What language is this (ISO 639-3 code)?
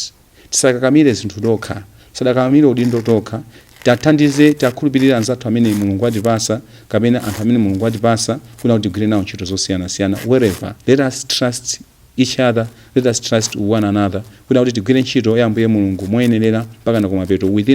nya